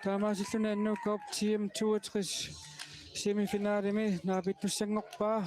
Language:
Kalaallisut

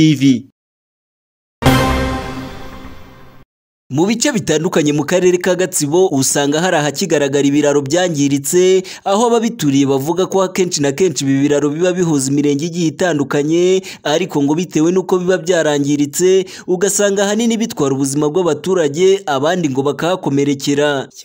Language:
Kinyarwanda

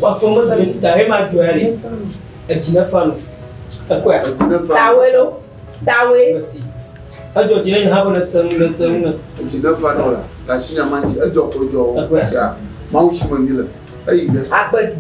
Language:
Ewe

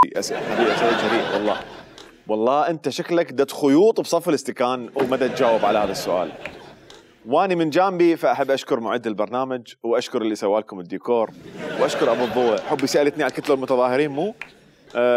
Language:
Mesopotamian Arabic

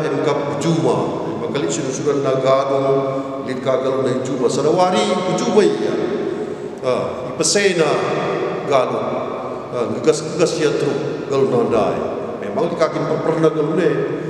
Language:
Batak Karo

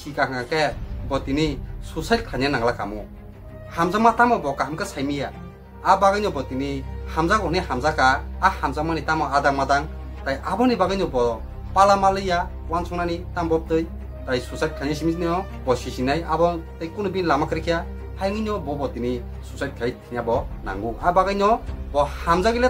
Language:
Kok Borok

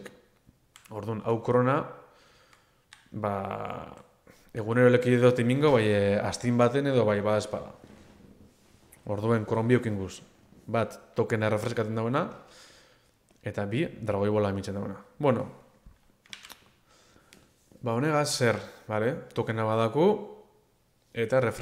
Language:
Basque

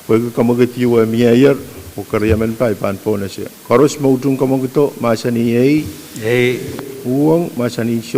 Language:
Pohnpeian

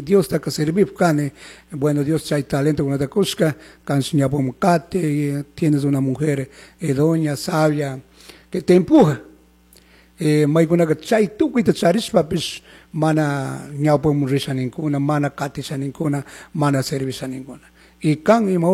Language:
Chimborazo Highland Quichua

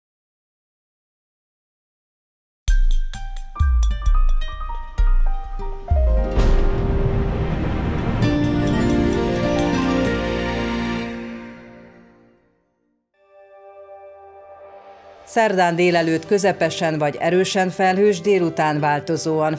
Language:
Hungarian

